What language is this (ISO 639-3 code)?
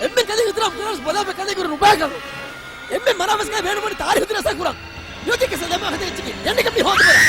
div